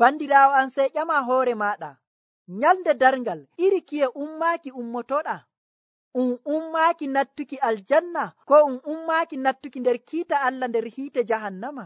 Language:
Nigerian Fulfulde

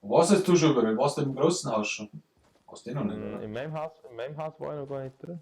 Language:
Bavarian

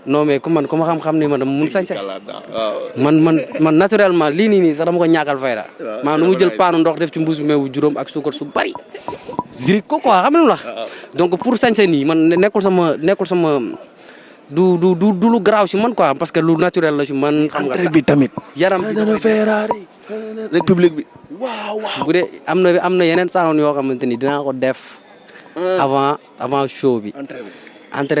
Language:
Wolof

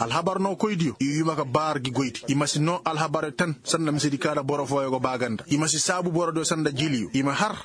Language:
Koyraboro Senni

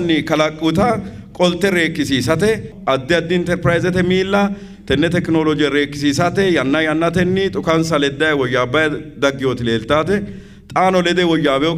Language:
Sidamo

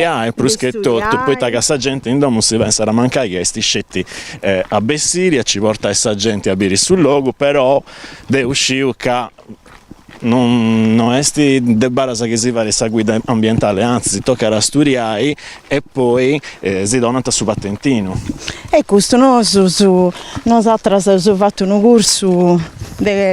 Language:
Sardinian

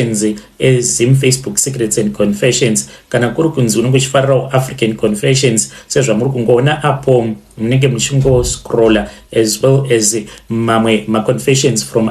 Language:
Shona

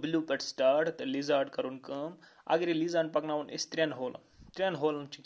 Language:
Kashmiri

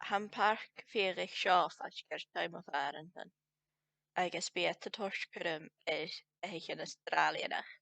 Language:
Scottish Gaelic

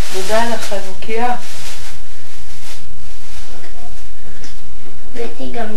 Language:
Hebrew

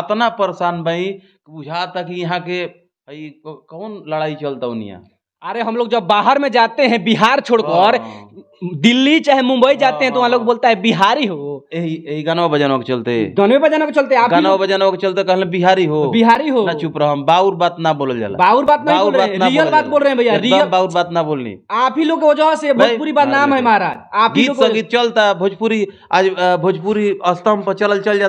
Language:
Bhojpuri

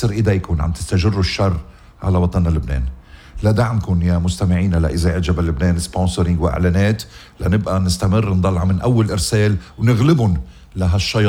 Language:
North Levantine Arabic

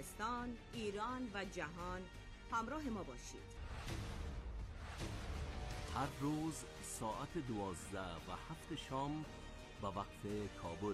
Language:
Persian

